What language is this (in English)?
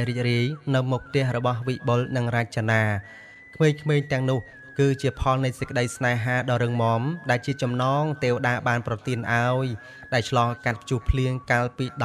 Khmer